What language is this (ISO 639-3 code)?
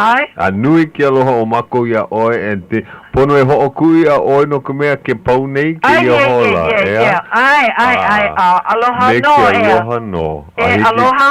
haw